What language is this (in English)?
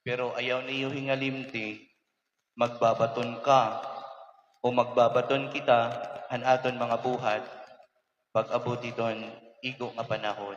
Waray